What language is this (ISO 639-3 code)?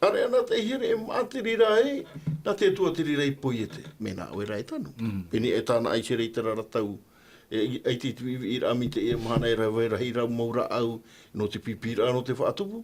tah